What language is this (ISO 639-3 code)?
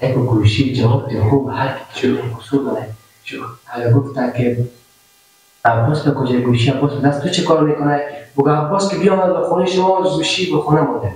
fas